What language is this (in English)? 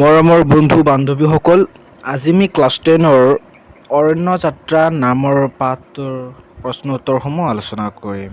Assamese